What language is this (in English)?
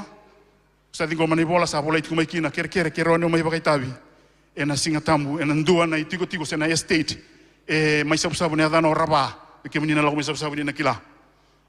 Fijian